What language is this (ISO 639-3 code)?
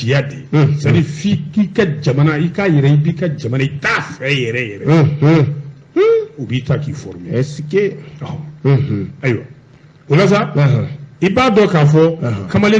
bam